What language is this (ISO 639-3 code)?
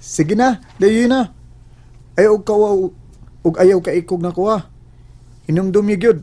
ceb